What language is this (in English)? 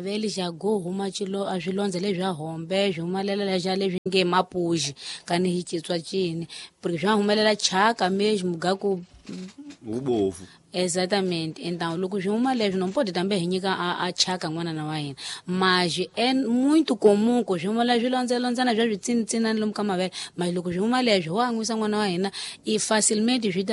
Tsonga